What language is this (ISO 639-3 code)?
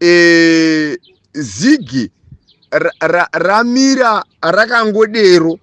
sna